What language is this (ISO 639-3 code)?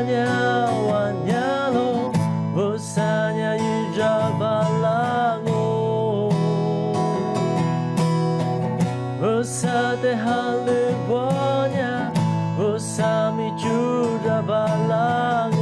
lis